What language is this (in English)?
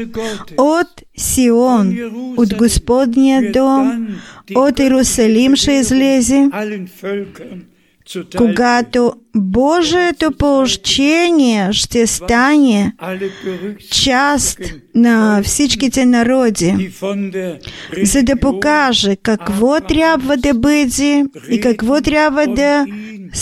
Bulgarian